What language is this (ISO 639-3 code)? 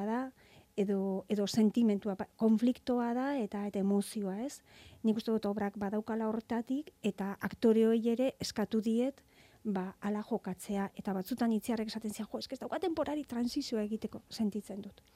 eus